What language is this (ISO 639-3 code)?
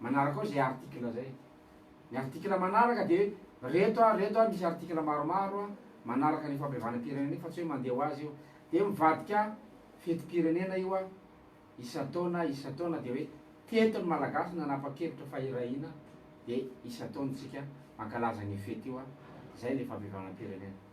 mlg